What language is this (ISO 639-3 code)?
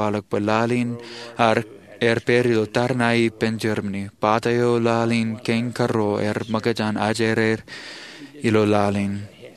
mah